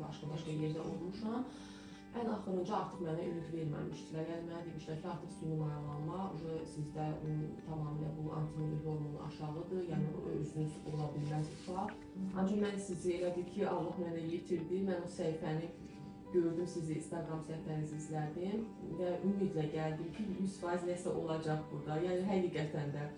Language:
Azerbaijani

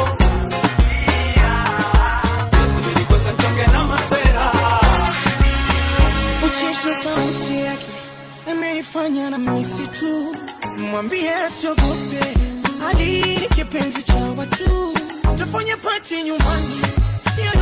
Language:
Swahili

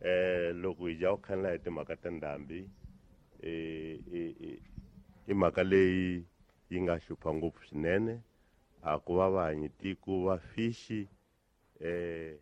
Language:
Tsonga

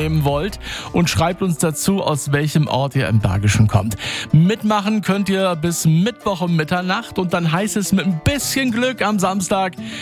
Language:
German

